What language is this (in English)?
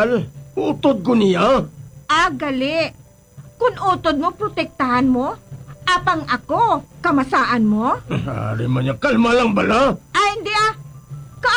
Hiligaynon